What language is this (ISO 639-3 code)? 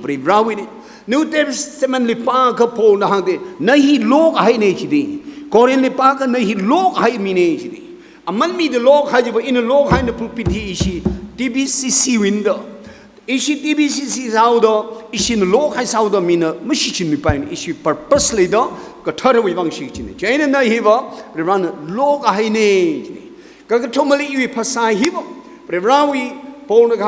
nmf